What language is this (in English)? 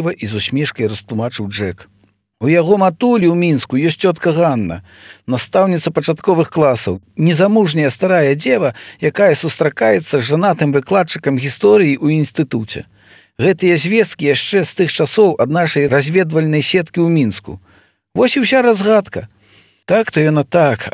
Belarusian